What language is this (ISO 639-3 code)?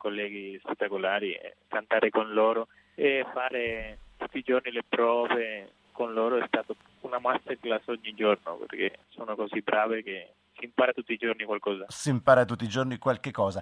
ita